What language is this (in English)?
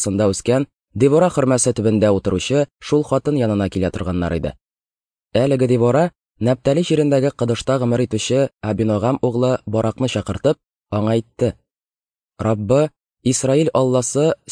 Tatar